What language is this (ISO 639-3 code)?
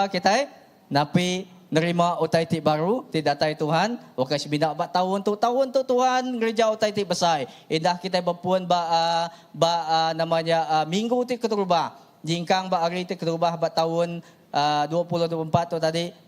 iba